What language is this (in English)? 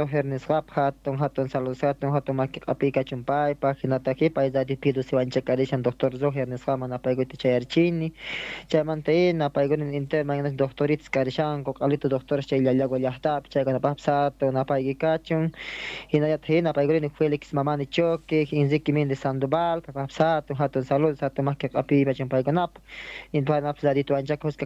Quechua